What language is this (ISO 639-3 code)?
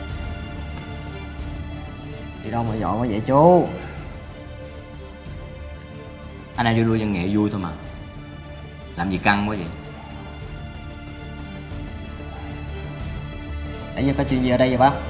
vie